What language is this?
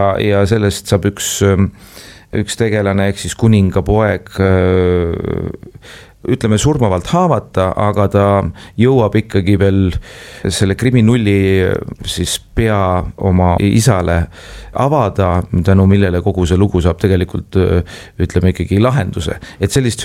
Estonian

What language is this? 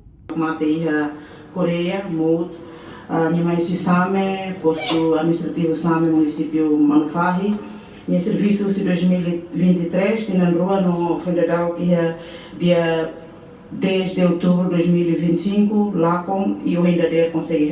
Tetum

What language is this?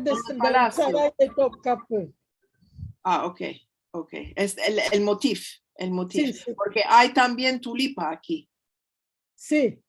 Ladino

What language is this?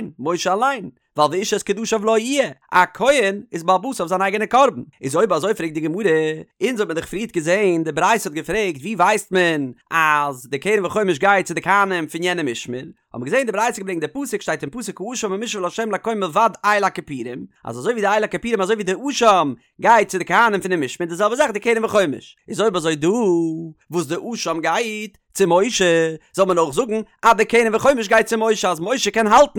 Yiddish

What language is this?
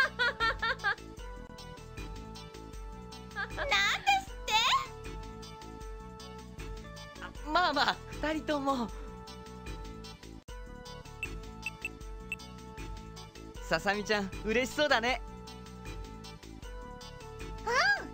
Japanese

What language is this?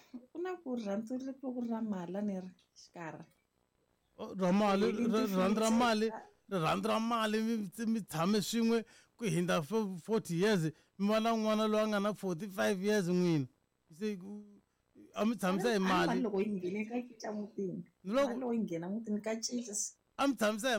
Tsonga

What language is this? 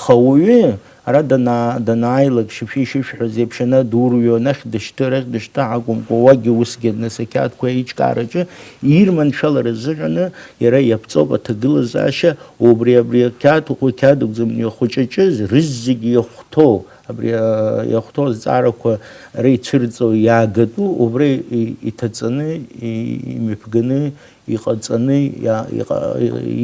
Abkhazian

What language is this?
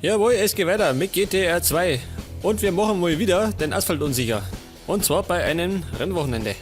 Bavarian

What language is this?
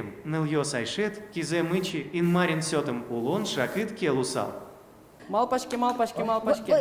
Udmurt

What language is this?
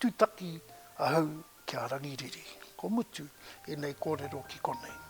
Māori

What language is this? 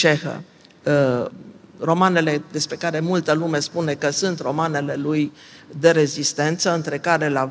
Romanian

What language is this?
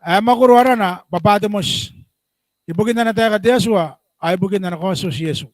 Gilbertese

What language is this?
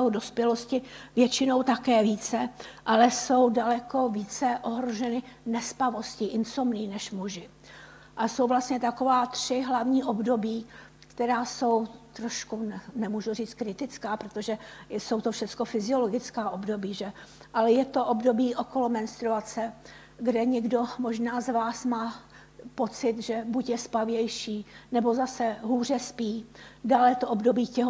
Czech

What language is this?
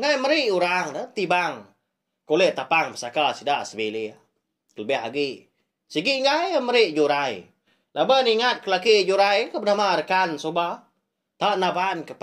Iban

